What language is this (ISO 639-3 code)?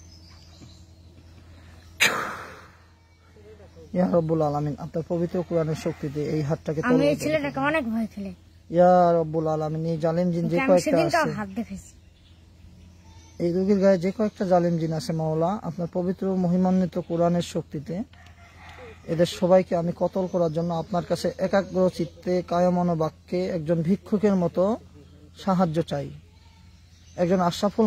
ben